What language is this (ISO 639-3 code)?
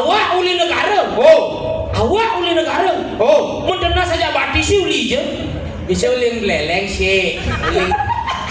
ban